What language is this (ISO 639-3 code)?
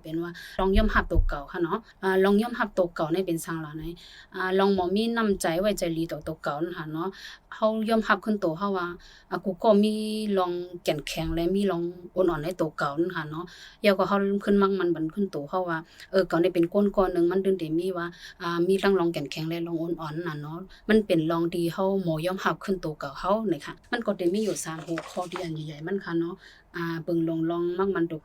shn